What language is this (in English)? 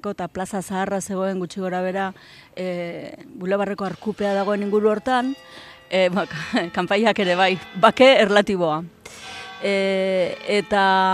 Basque